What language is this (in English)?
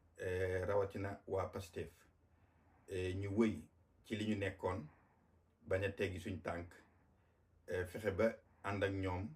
Wolof